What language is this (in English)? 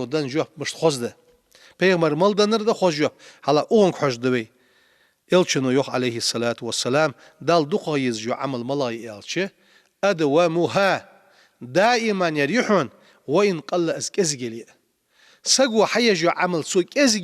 Ingush